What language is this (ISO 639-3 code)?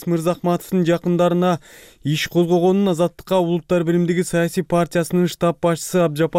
kir